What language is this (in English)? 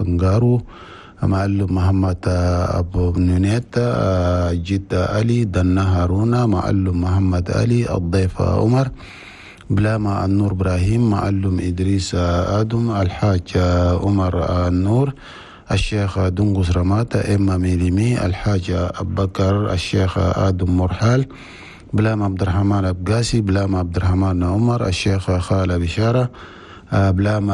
Chadian Arabic